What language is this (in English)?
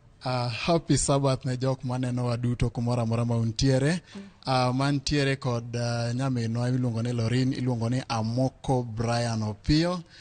Luo (Kenya and Tanzania)